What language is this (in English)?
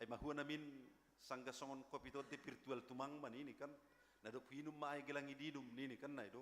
Batak Simalungun